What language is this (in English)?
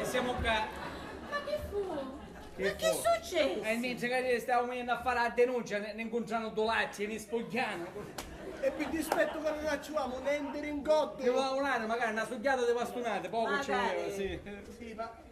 Sicilian